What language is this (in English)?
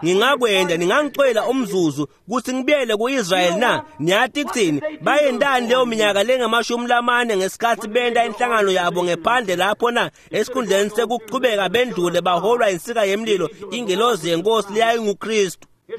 Swati